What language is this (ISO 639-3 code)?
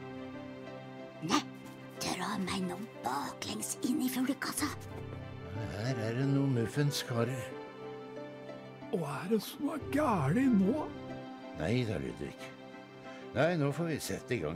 nor